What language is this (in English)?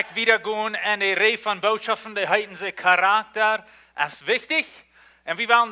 Plautdietsch